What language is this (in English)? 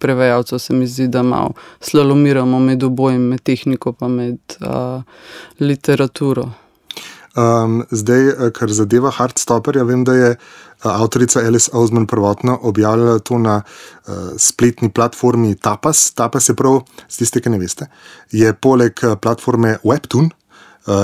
Slovenian